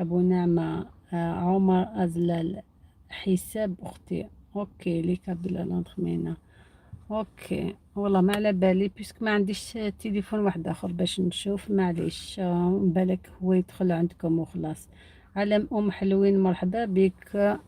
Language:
Algerian Arabic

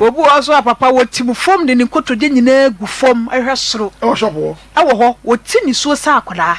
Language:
Akan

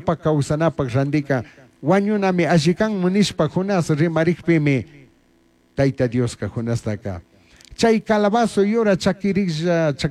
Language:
Chimborazo Highland Quichua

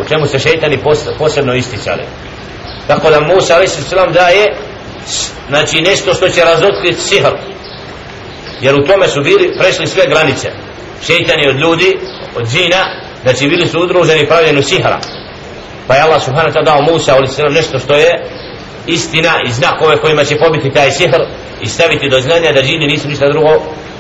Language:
Bosnian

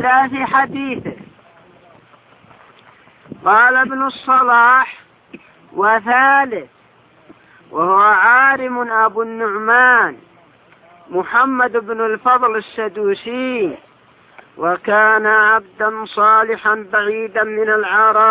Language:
Arabic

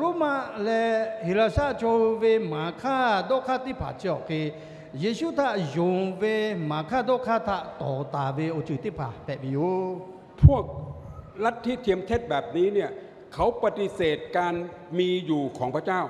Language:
Lahu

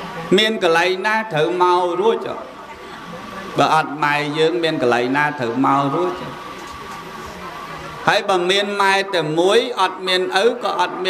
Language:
Khmer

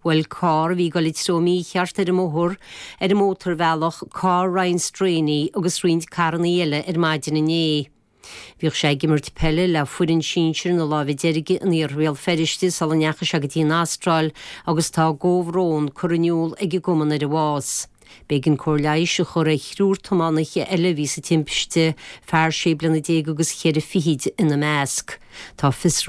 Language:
Irish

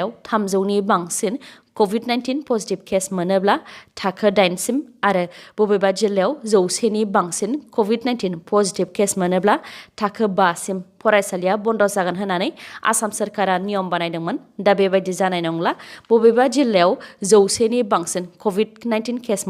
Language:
Bodo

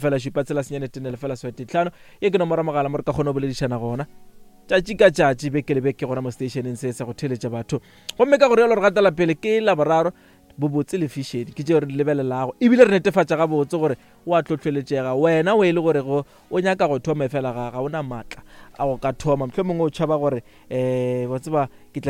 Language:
Northern Sotho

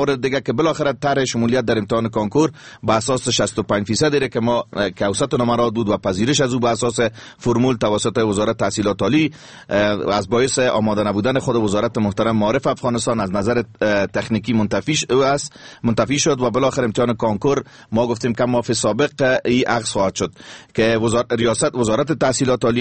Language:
Persian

